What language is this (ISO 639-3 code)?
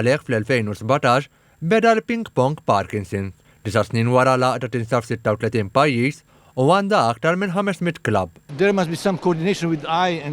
mlt